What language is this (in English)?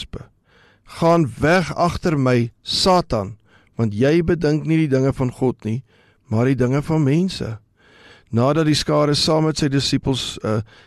Afrikaans